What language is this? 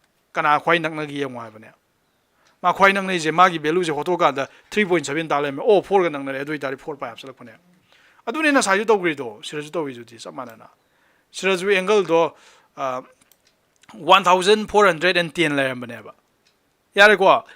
Manipuri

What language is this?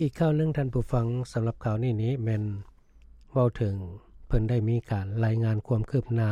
Lao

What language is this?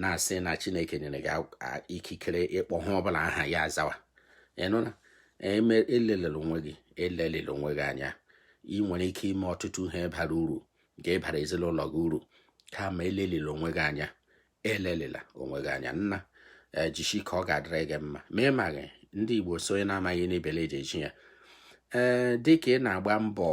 Igbo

